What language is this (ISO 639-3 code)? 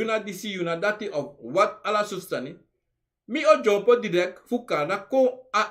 srn